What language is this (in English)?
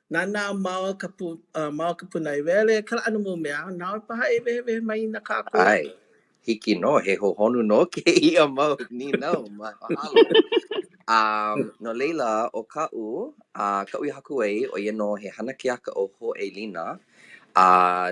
Hawaiian